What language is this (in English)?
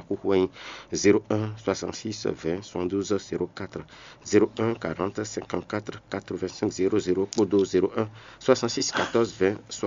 Fon